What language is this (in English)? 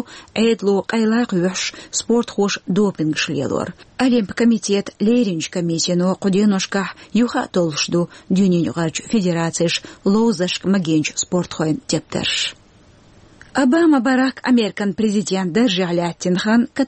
Chechen